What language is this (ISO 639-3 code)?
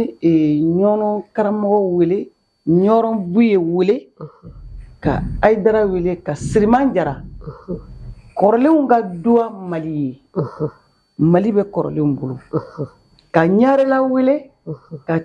bam